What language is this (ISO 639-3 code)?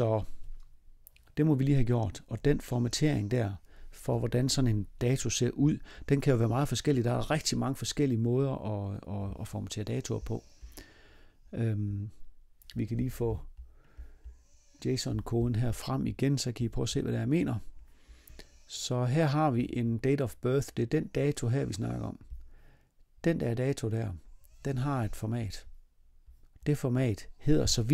dan